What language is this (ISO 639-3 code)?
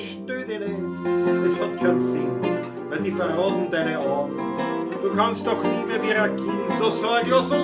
bar